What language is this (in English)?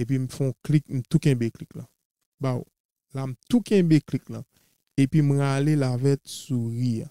Haitian Creole